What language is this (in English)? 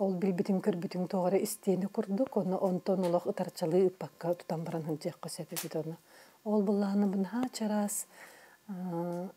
Yakut